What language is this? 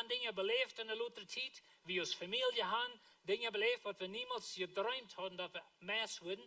Plautdietsch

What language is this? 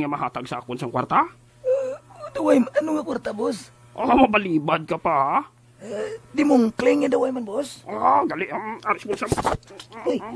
Hiligaynon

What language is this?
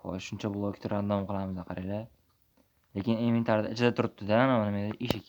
Uzbek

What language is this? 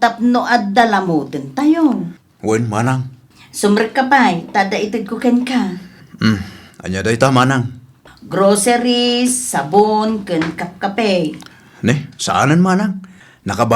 Iloko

